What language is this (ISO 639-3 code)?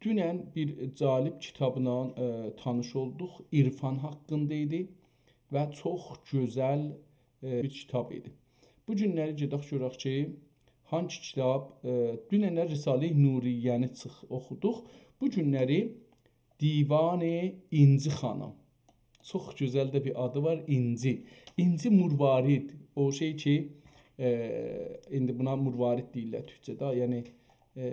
azb